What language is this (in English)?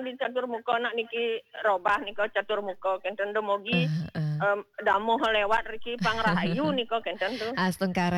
Balinese